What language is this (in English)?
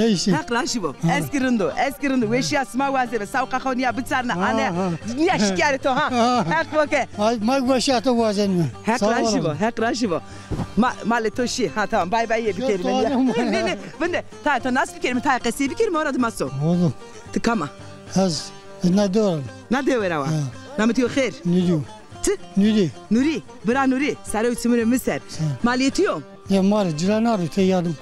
Zaza